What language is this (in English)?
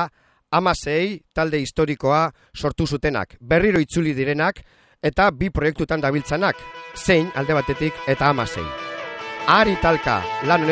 Basque